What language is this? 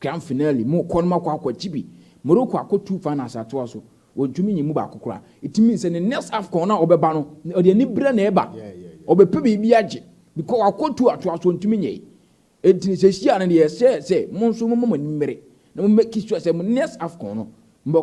Akan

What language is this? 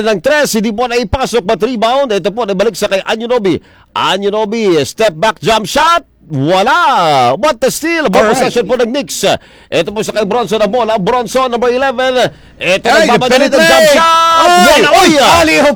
Filipino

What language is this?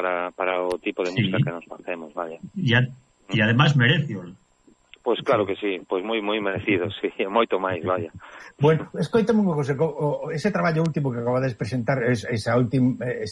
Galician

